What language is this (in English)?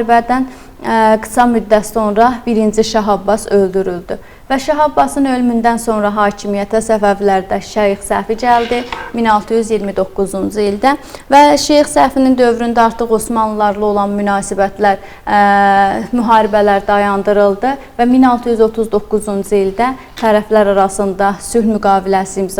Azerbaijani